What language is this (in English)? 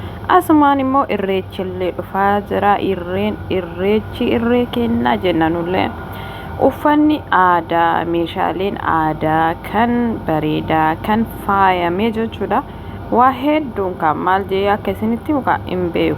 Oromo